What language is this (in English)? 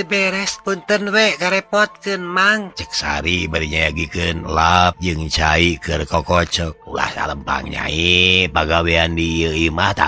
Sundanese